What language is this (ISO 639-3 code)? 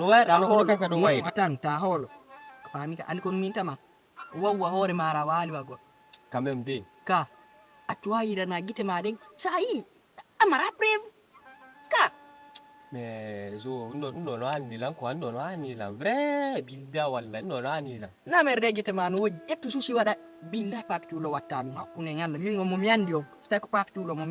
ful